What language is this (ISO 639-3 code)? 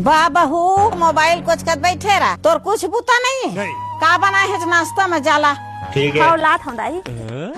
hne